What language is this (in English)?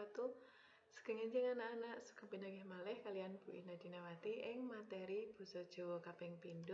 Javanese